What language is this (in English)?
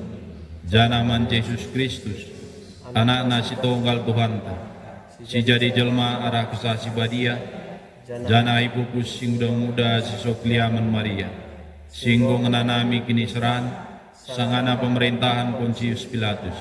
Batak Karo